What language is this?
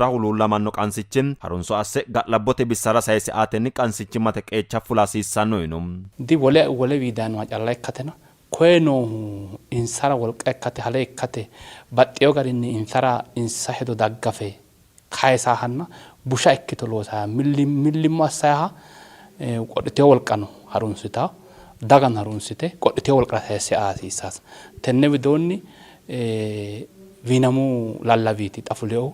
Sidamo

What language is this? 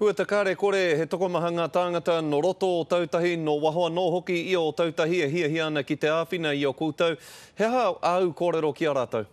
Māori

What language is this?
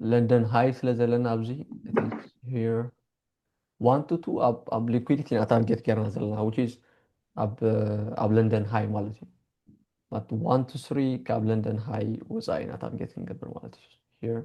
Tigrinya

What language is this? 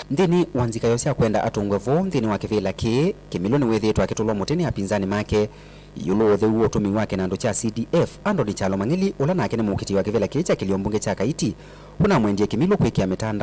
Kamba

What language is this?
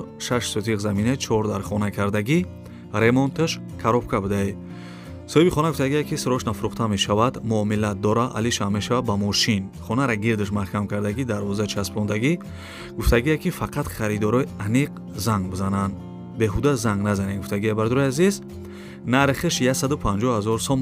Tajik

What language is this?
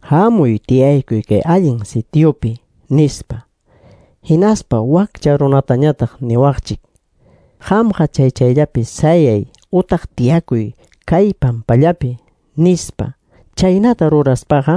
Quechua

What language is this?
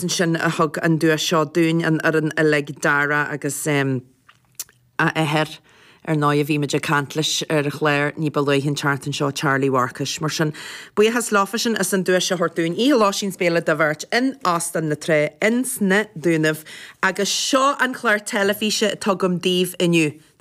Irish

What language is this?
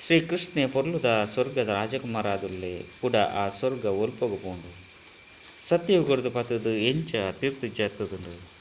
Tulu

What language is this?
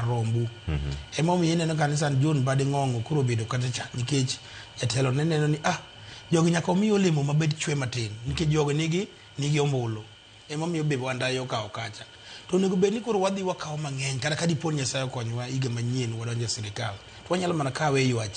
Luo (Kenya and Tanzania)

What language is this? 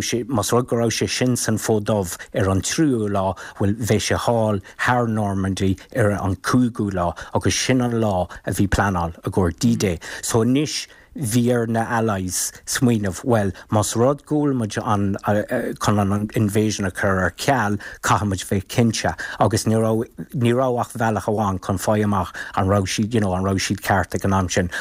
Irish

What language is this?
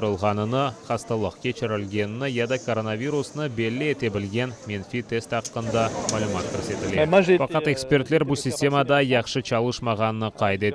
Crimean Tatar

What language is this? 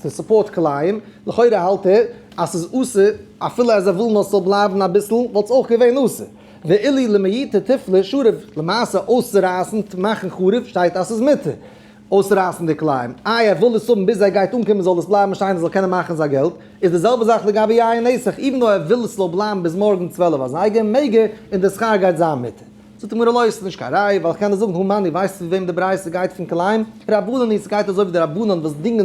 Yiddish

